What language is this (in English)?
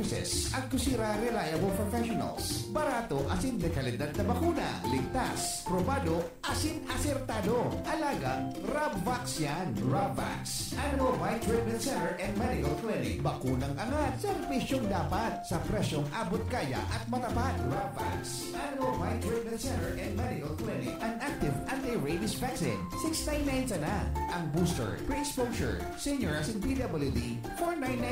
Bikol